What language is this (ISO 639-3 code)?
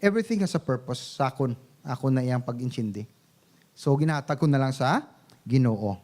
hil